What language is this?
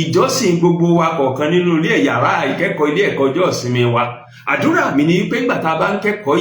Yoruba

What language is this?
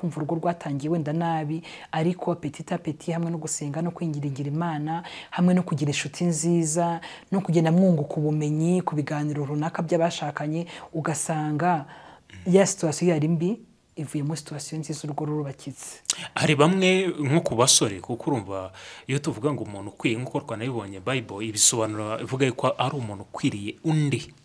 Kinyarwanda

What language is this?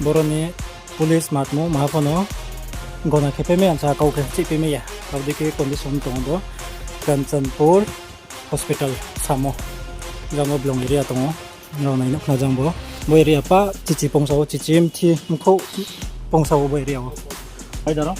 Riang (India)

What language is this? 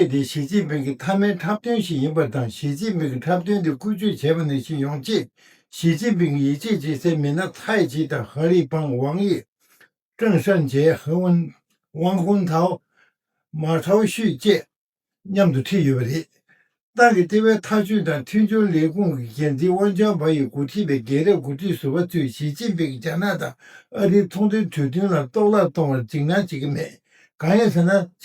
Tibetan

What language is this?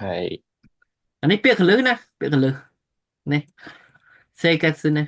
Khmer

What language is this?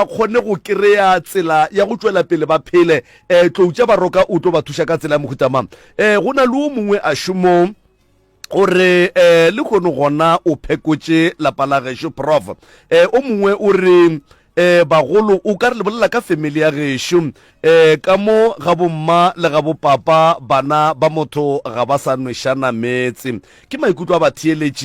Northern Sotho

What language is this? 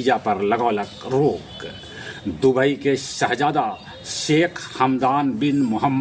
Magahi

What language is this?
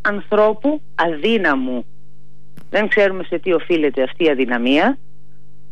Greek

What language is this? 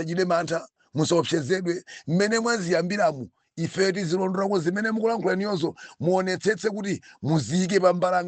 Nyanja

